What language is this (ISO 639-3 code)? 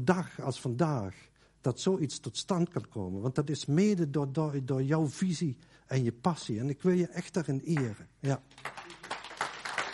nld